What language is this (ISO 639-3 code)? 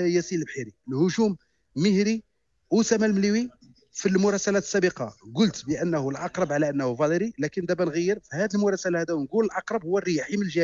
ary